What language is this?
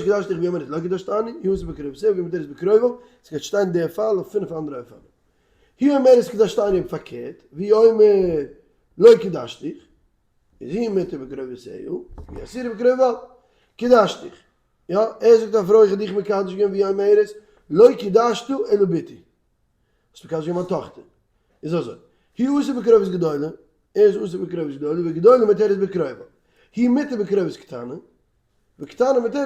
Yiddish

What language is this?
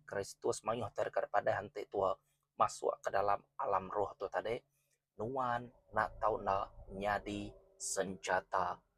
Iban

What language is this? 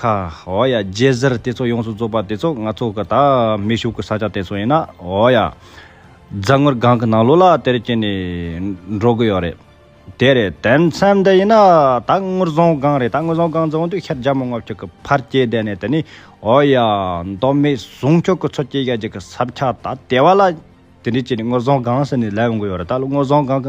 Tibetan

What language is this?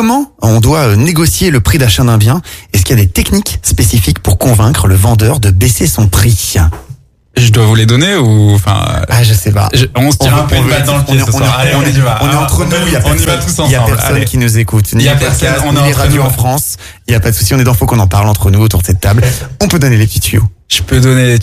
French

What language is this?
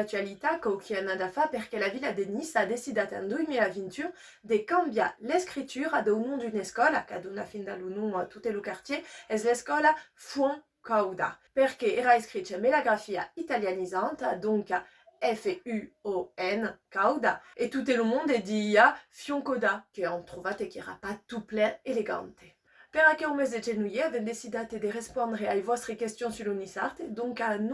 Occitan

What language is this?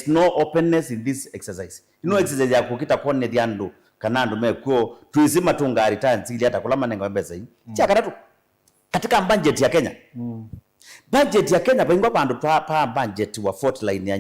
Kamba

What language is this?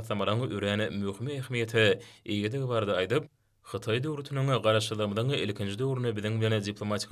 Turkmen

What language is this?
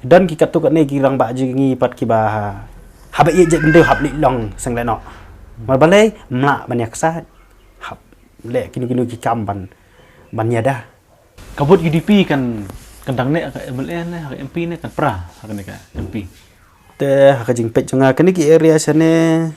Khasi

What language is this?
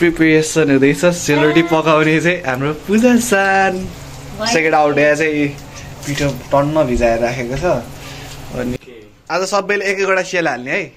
Nepali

